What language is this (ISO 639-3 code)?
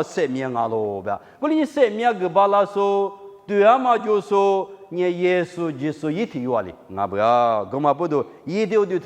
lis